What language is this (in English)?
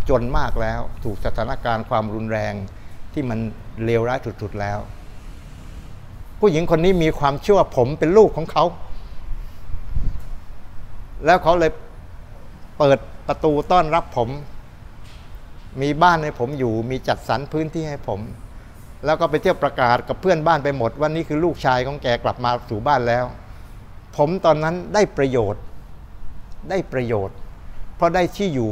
Thai